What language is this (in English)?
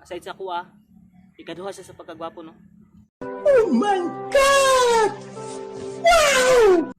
Cebuano